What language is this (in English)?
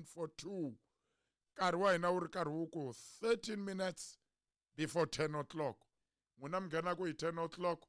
Tsonga